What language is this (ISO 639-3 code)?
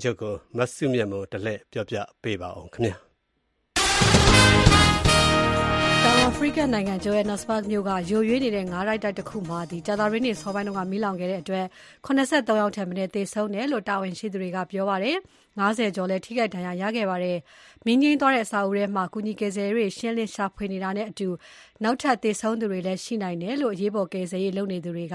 mya